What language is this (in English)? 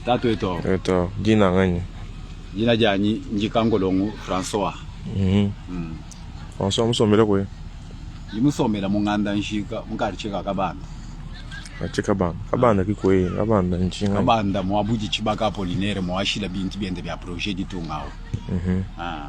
Luba-Lulua